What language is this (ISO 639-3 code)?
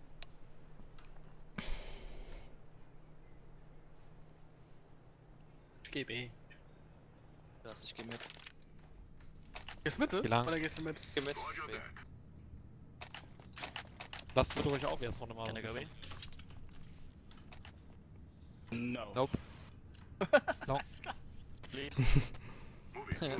deu